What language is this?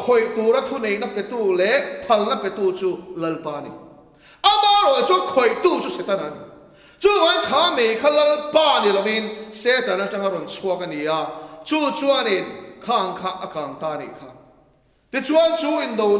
Mizo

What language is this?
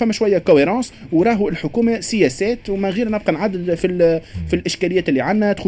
Tunisian Arabic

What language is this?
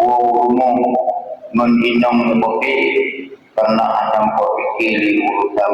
Achinese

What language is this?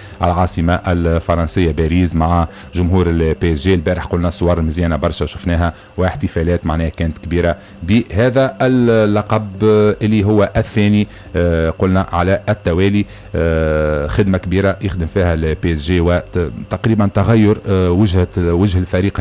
Tunisian Arabic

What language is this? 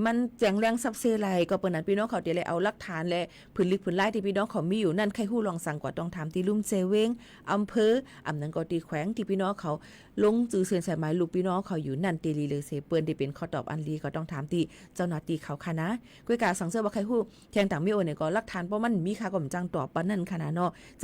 Shan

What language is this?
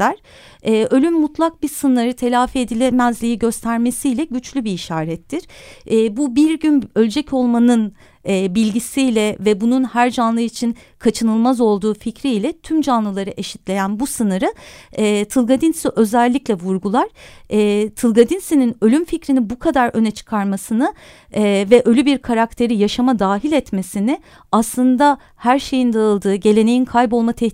Turkish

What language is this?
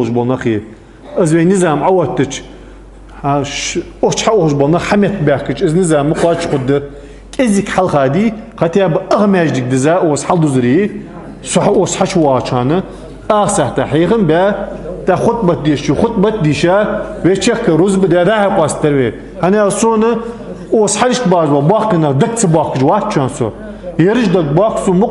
Ingush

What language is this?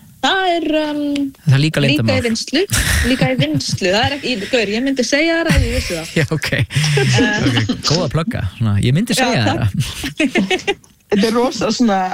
Icelandic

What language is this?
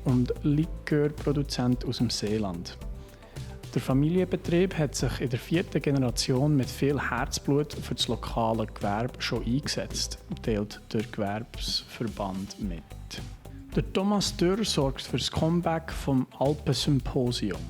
Swiss German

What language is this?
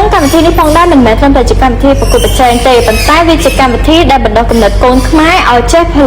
Khmer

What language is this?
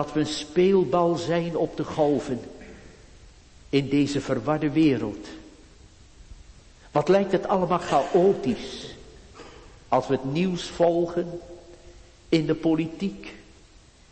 Dutch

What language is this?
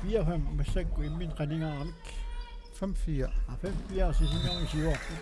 Kalaallisut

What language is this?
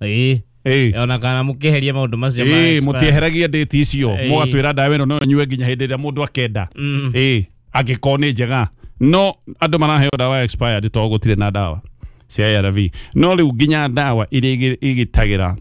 Kikuyu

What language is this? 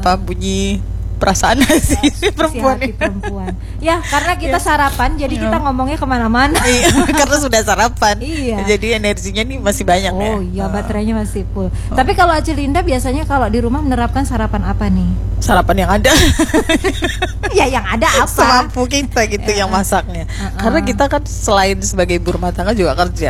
Indonesian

